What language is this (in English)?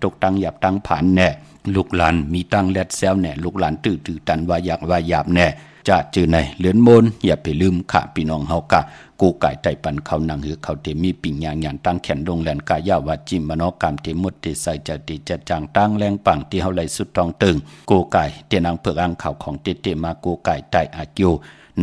Shan